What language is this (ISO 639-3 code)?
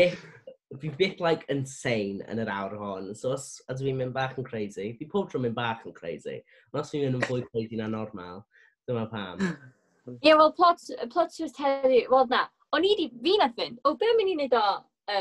cym